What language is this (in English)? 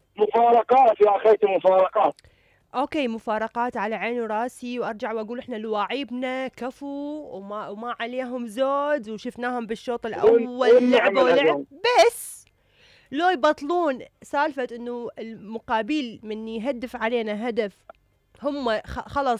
Mesopotamian Arabic